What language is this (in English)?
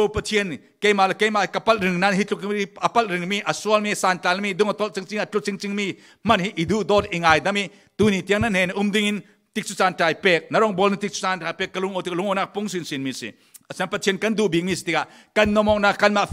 Falam Chin